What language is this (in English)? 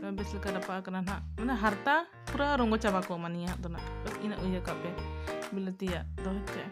Santali